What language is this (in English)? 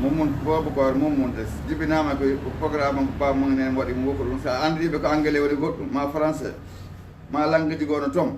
Fula